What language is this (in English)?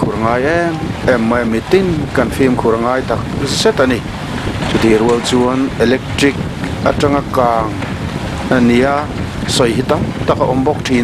Mizo